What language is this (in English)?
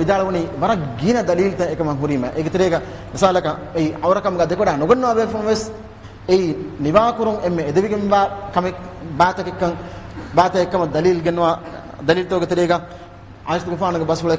Divehi